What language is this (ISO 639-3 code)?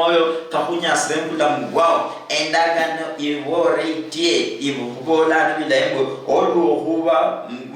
luy